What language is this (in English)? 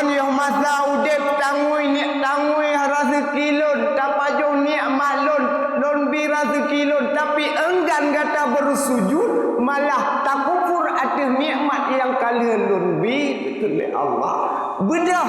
Achinese